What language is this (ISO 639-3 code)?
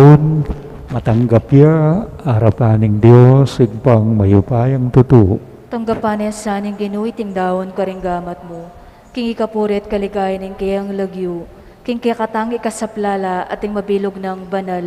pam